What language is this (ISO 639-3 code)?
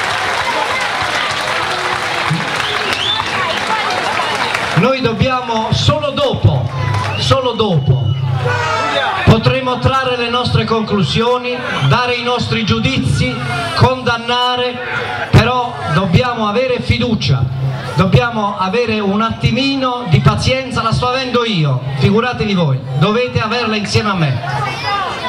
ita